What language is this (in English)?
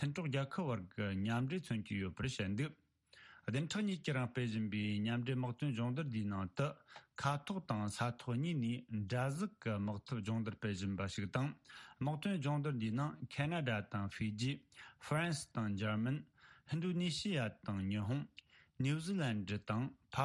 Tibetan